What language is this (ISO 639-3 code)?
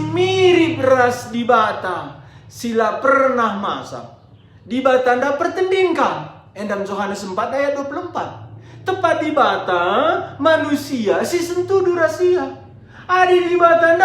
btx